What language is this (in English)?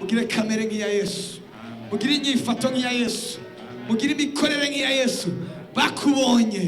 Rundi